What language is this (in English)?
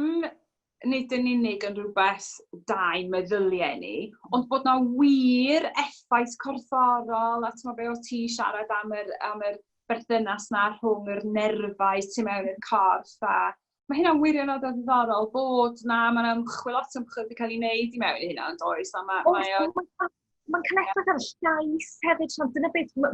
Welsh